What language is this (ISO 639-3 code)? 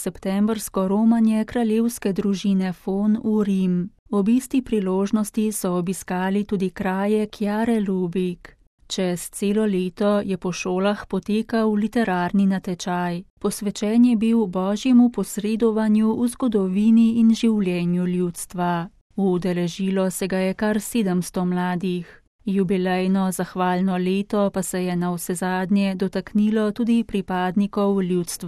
slv